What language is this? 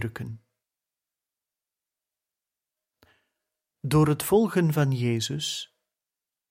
Dutch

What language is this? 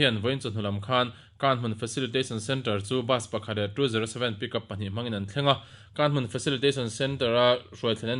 Mizo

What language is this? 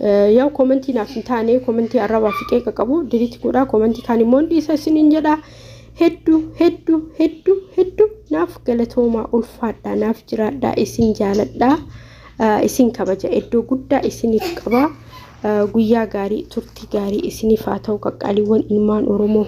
Oromo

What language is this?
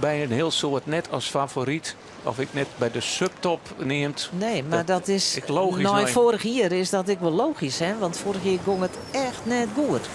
Western Frisian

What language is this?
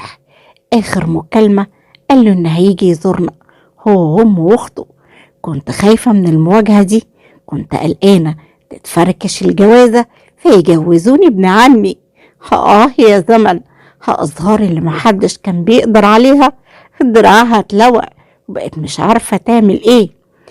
Egyptian Arabic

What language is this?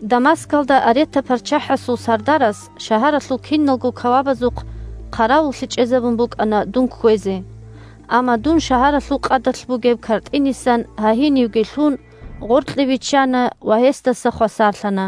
Avaric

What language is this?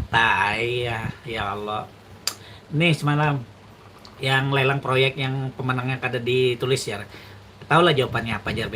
Banjar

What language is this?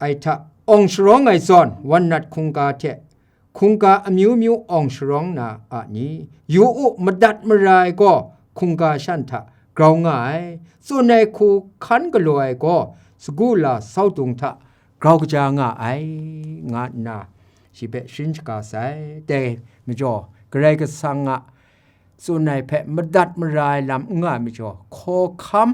Kachin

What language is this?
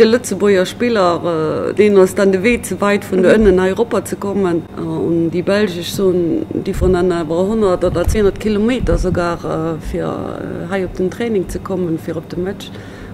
Luxembourgish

